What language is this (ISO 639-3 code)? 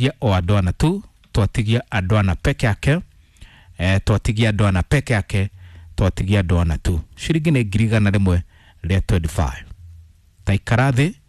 kik